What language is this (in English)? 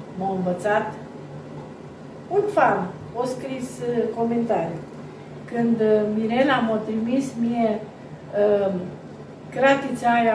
Romanian